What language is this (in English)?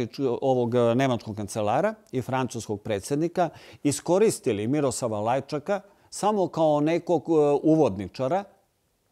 Serbian